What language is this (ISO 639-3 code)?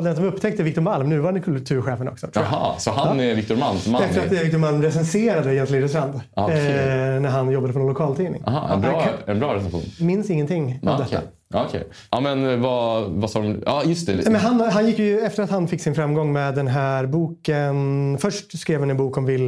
swe